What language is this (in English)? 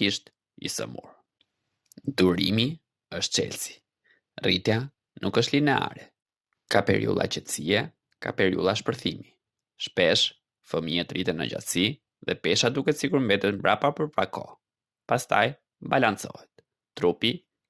Albanian